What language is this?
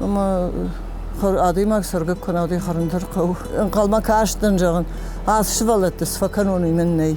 Ossetic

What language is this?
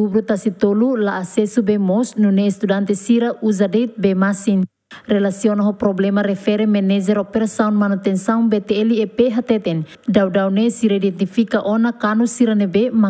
Tetum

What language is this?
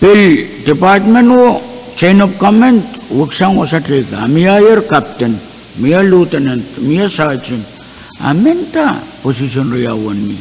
Pohnpeian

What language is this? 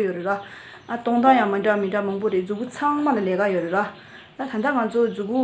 Tibetan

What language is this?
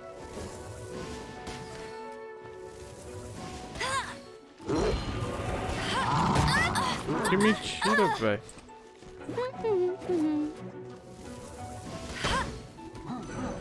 Portuguese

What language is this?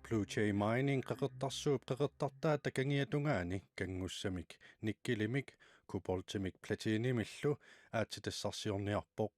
Kalaallisut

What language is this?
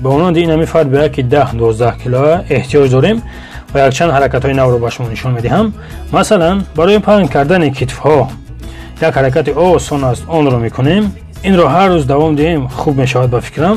Tajik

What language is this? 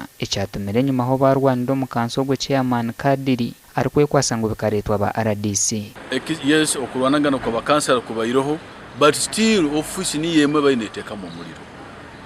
Nyankole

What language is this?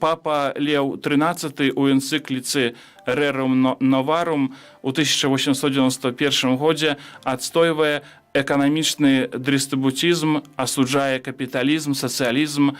Belarusian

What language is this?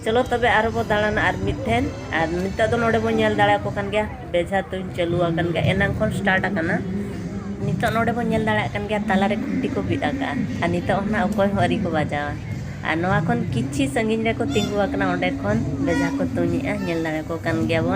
Santali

